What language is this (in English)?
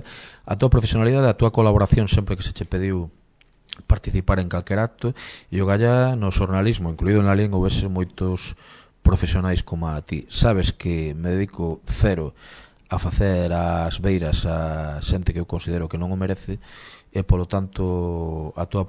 Galician